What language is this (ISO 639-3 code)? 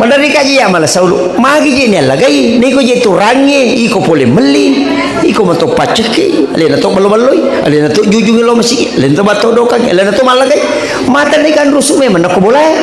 bug